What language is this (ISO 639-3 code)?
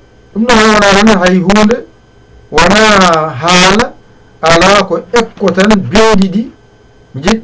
ful